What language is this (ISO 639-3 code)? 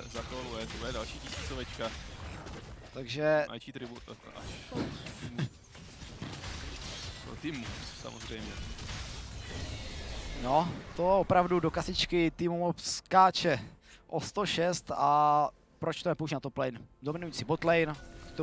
ces